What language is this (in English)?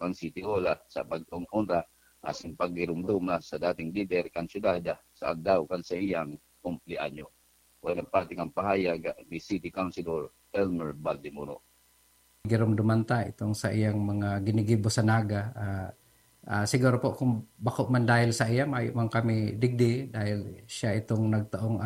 Bikol